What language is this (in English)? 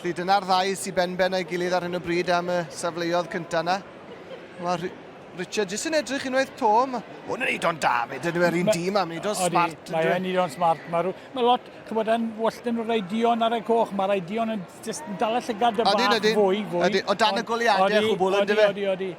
Welsh